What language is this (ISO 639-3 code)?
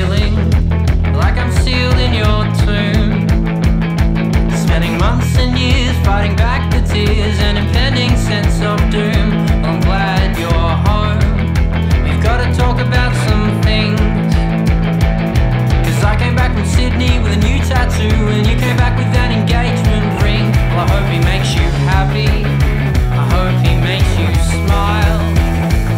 eng